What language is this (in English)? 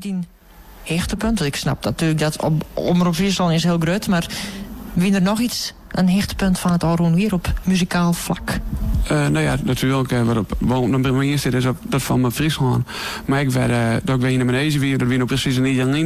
Western Frisian